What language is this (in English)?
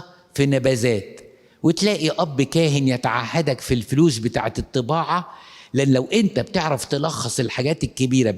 Egyptian Arabic